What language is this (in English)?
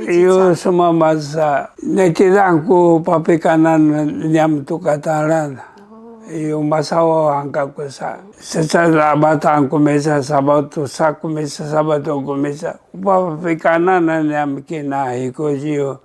Sakizaya